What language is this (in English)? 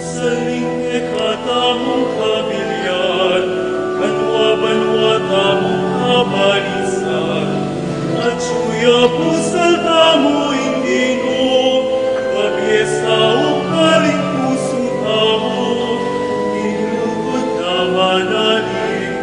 Pampanga